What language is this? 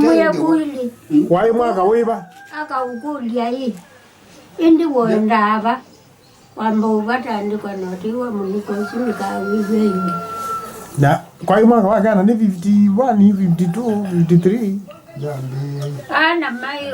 Kamba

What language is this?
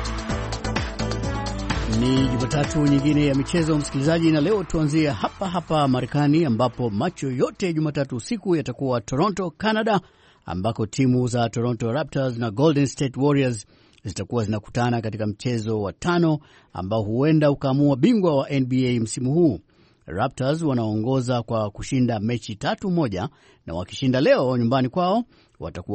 Swahili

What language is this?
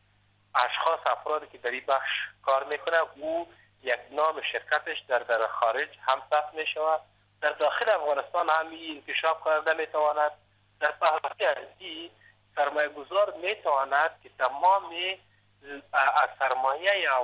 Persian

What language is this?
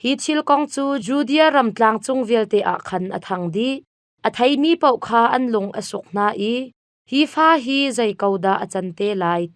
Hakha Chin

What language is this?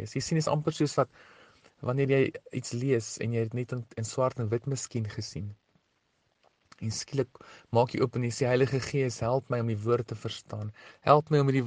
Afrikaans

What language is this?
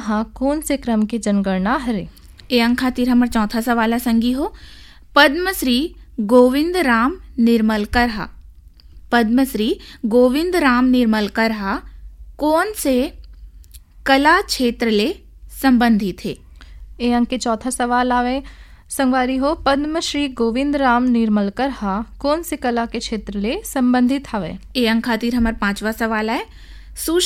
Chhattisgarhi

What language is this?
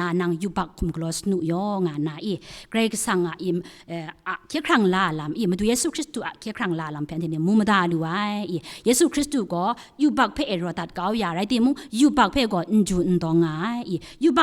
Kachin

